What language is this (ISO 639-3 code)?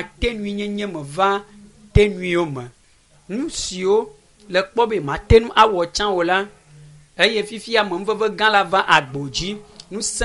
ewe